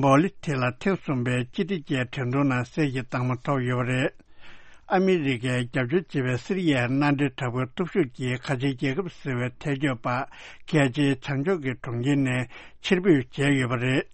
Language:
Tibetan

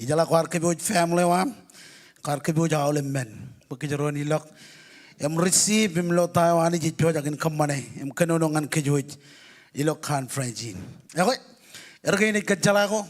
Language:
Marshallese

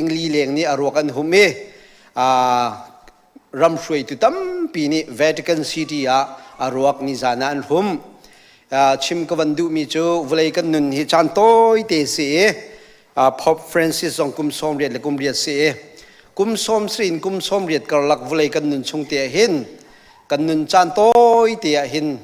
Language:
Hakha Chin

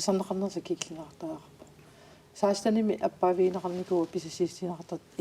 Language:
Kalaallisut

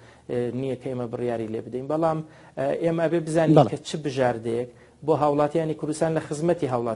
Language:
Central Kurdish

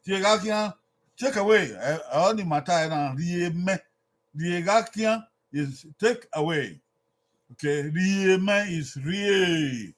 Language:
Bini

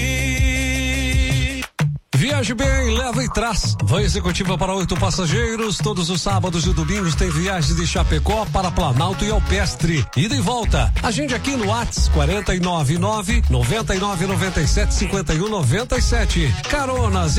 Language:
Portuguese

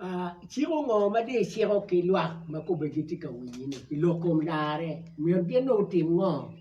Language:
Acoli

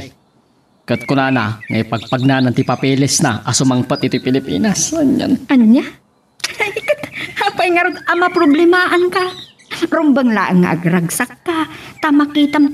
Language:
Iloko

